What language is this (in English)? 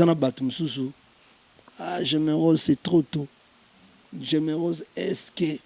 Lingala